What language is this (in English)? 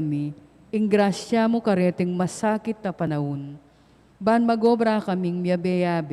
Pampanga